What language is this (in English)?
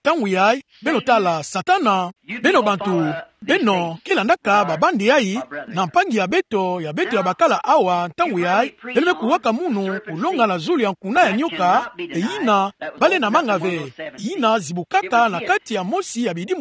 Kituba (Democratic Republic of Congo)